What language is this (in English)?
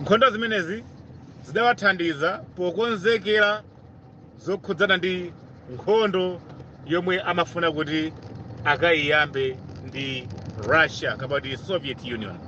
Nyanja